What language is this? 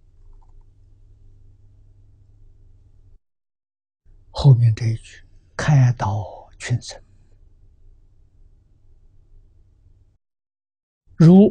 Chinese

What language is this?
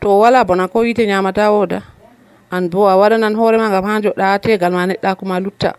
Nigerian Fulfulde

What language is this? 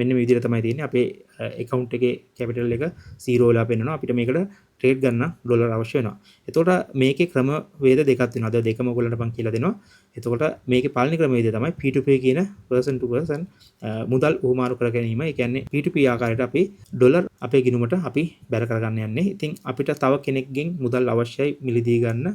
Sinhala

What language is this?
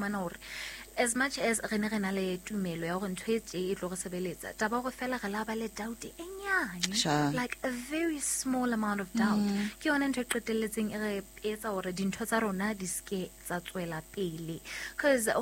Southern Sotho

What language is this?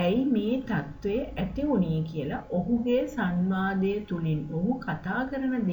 Sinhala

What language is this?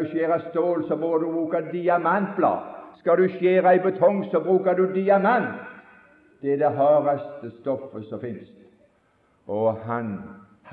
Norwegian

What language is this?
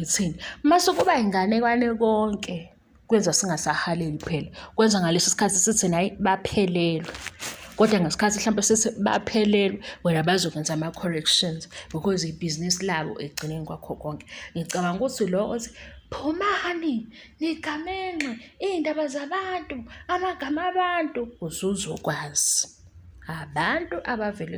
Zulu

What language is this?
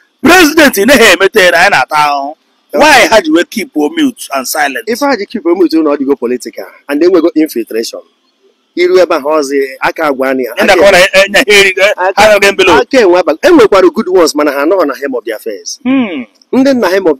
Igbo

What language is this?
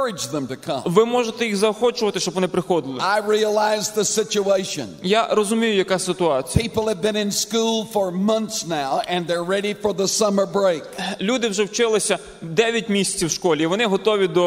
Ukrainian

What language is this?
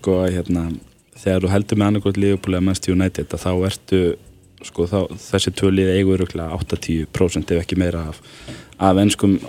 Icelandic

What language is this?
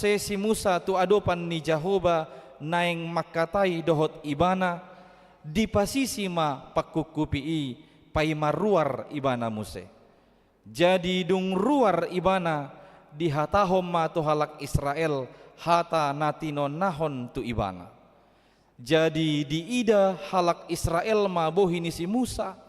Batak Toba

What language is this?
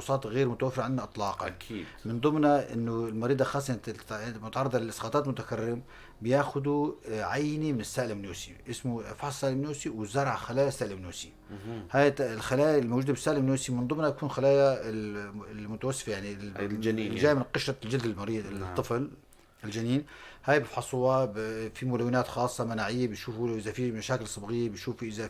North Levantine Arabic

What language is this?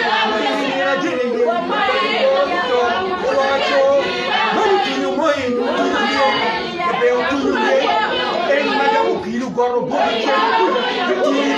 Acoli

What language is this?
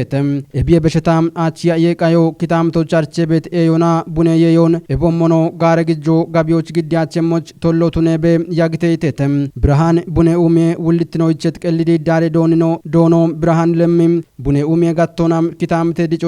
Kafa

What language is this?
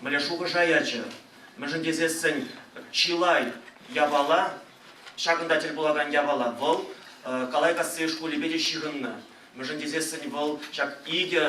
Chuvash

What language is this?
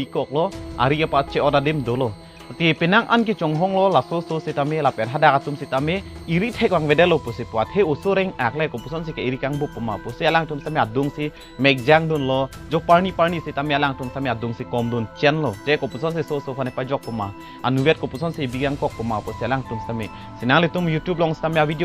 Karbi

